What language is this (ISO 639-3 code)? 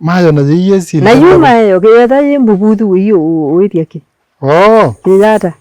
kam